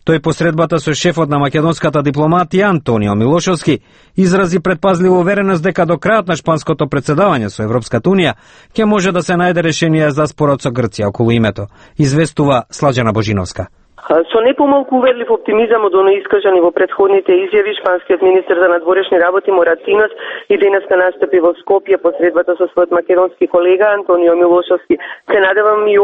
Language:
Macedonian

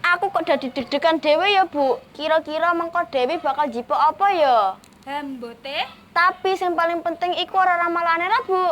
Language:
Javanese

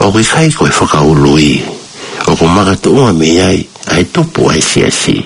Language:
Tongan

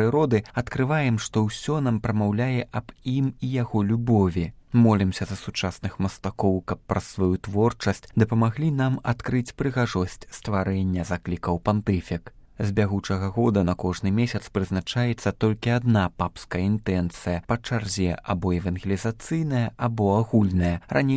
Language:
Belarusian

